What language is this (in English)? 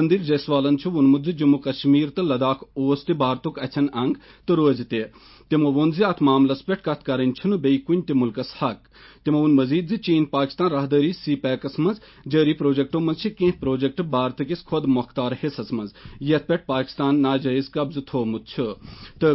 Kashmiri